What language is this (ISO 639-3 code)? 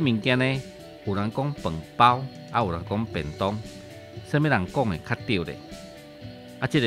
nan